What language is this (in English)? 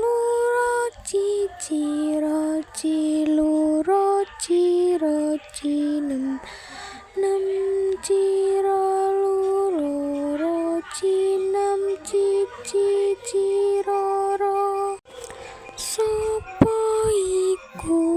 Javanese